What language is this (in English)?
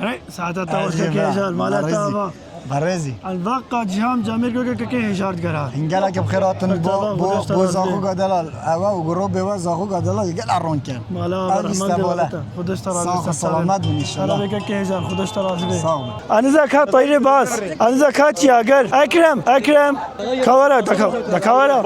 Kurdish